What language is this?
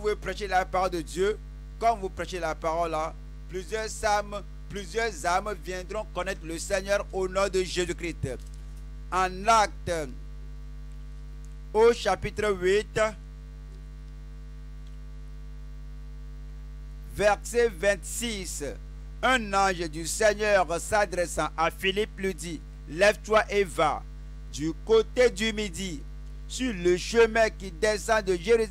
French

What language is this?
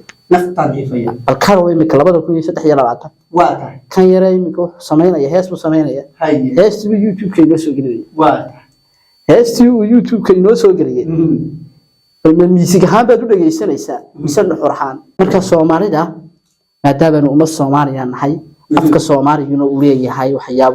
Somali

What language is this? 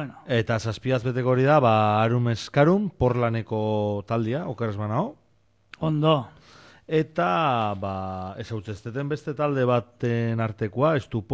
Basque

